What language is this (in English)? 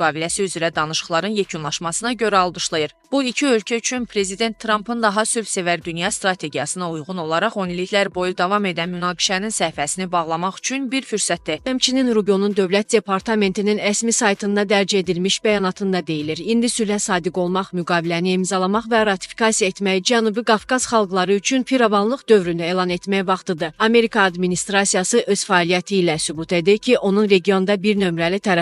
Azerbaijani